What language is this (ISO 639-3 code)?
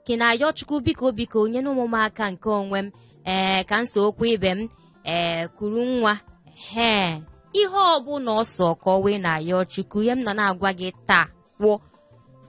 ibo